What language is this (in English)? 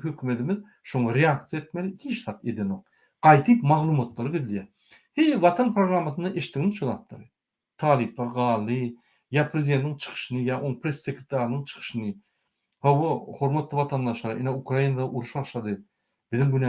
Turkmen